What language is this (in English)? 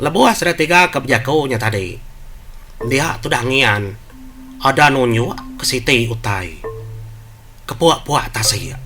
Iban